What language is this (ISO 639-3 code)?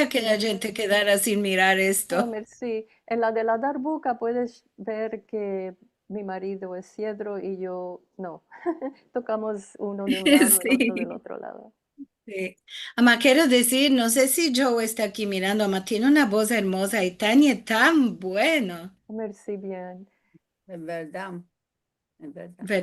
lad